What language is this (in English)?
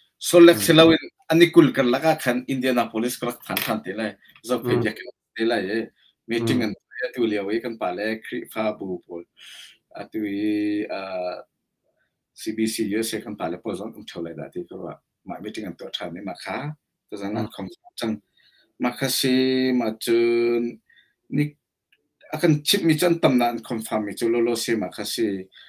Hakha Chin